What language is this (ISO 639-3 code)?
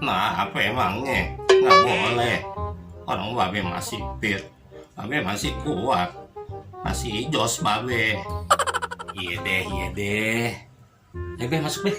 bew